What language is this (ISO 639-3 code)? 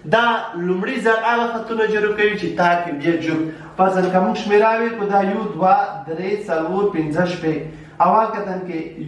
pus